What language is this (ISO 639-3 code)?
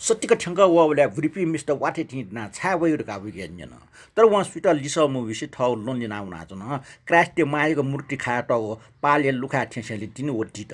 new